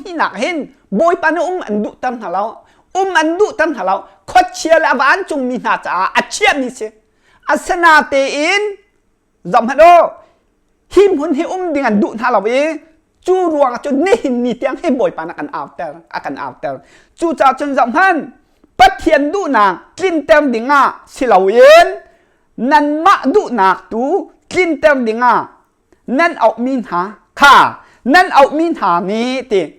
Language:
Hakha Chin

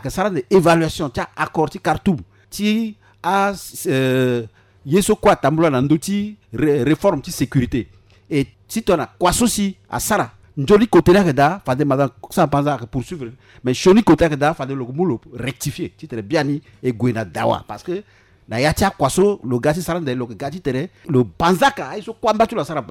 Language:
Sango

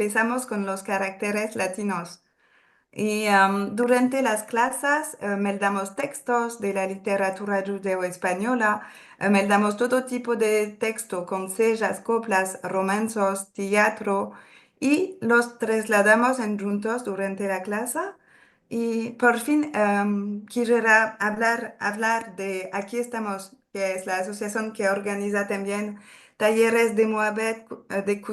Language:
Ladino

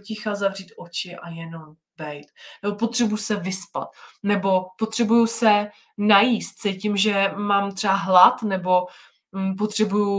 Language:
Czech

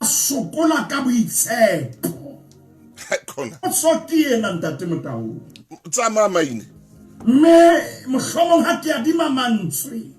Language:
Southern Sotho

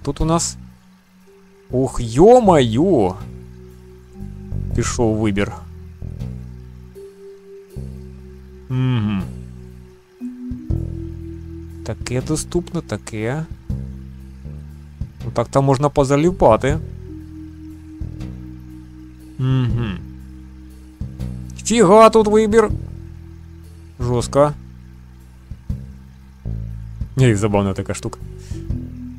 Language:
Ukrainian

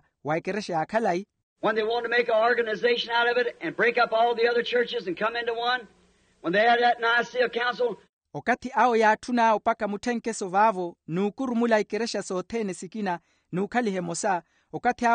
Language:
Makhuwa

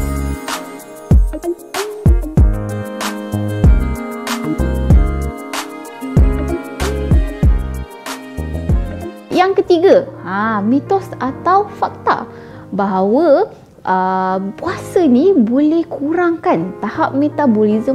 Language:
Malay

